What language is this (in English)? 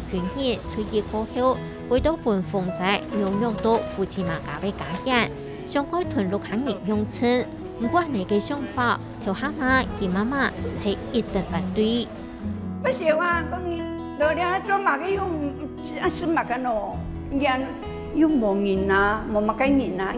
Hakka Chinese